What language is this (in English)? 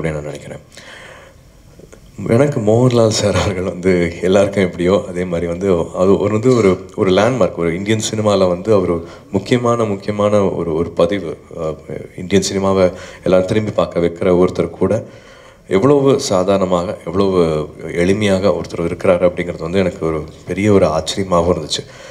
Tamil